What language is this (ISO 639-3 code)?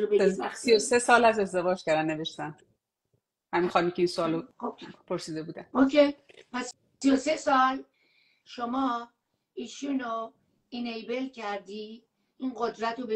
fas